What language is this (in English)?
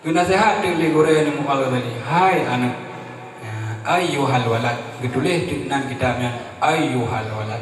Achinese